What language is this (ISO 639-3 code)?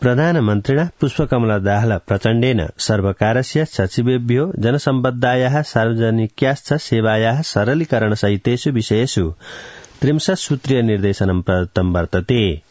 san